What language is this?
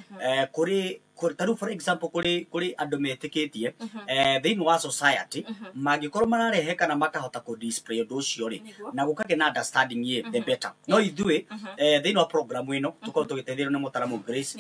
Kikuyu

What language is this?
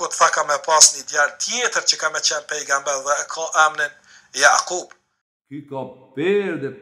Albanian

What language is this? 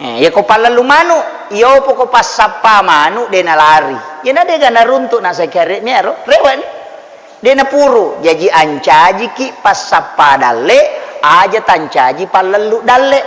Buginese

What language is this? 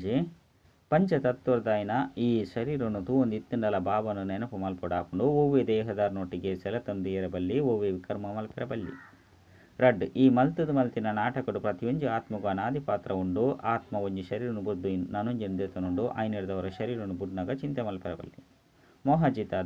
Tulu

